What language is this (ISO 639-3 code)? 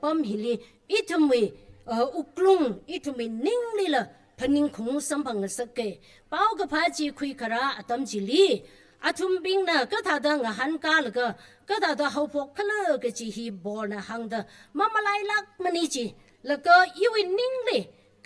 nmf